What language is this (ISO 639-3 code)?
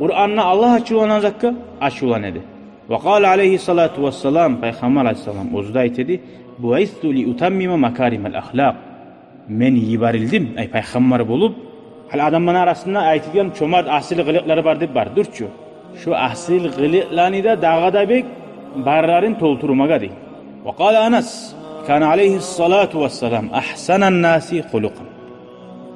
kum